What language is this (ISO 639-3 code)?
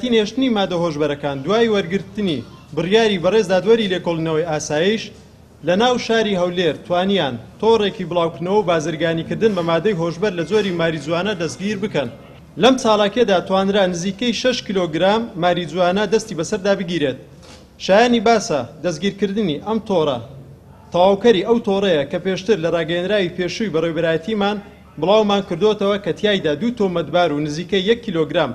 ckb